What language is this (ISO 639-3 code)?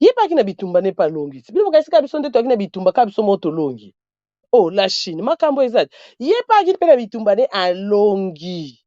lin